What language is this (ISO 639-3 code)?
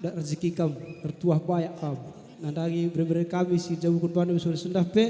btx